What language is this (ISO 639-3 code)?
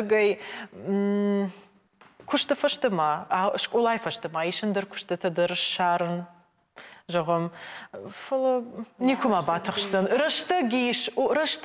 oss